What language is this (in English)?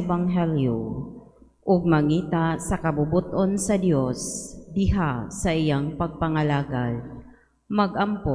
Cebuano